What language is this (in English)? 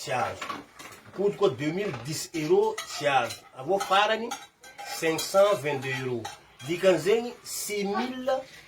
Malagasy